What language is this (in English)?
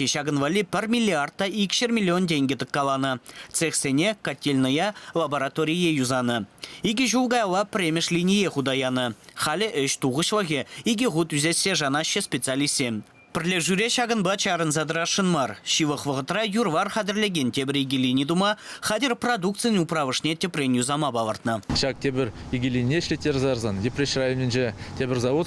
Chuvash